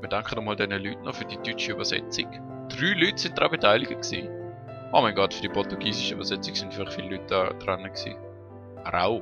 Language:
Swiss German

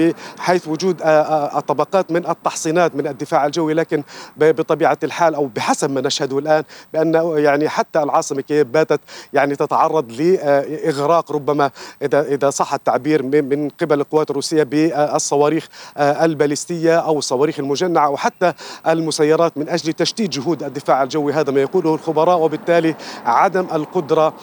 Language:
Arabic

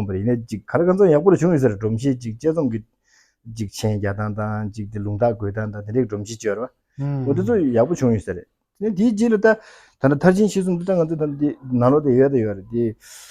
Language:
Tibetan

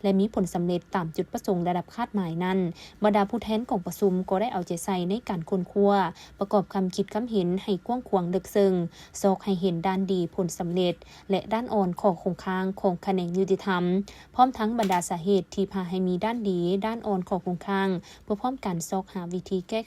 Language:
Lao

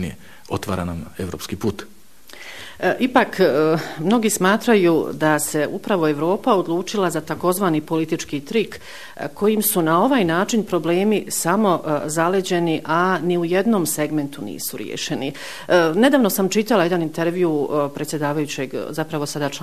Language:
Bosnian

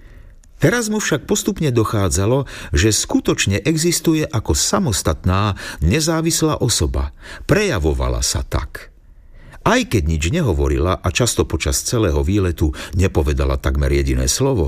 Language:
Slovak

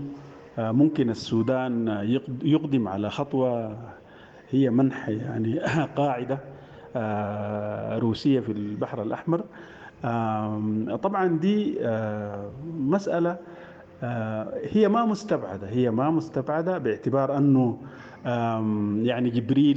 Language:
Sudanese Arabic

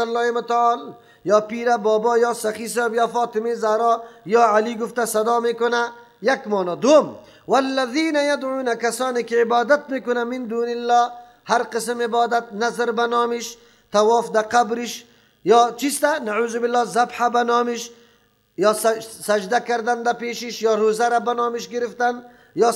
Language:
Persian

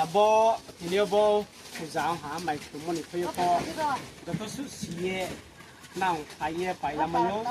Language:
Riang (India)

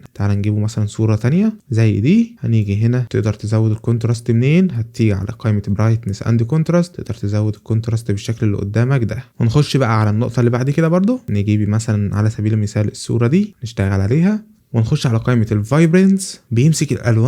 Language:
Egyptian Arabic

